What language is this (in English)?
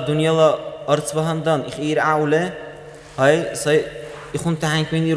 Dargwa